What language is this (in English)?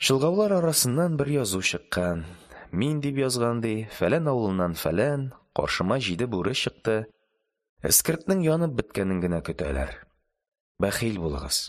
Tatar